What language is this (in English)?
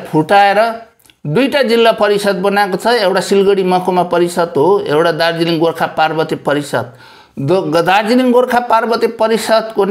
Nepali